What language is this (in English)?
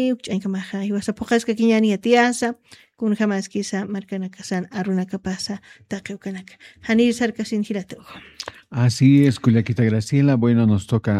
Aymara